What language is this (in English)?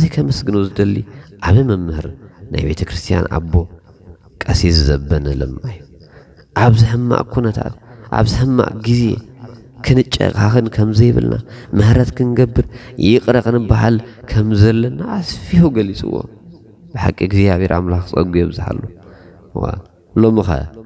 Tigrinya